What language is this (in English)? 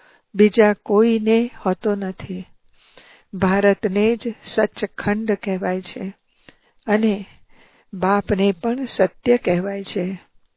Gujarati